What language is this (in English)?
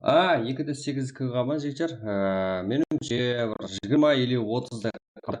Kara-Kalpak